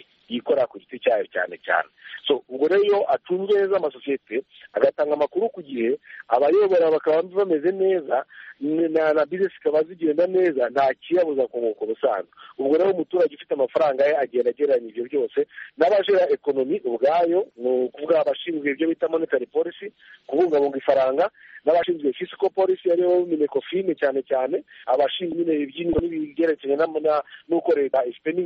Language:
Kinyarwanda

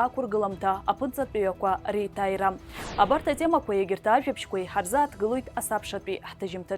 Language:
Abkhazian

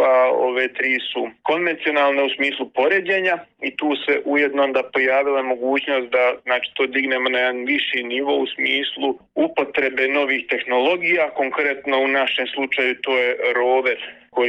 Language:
Bosnian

